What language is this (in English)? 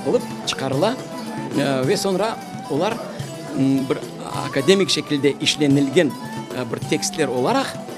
Crimean Tatar